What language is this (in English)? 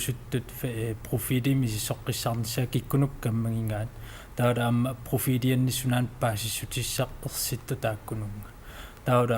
Kalaallisut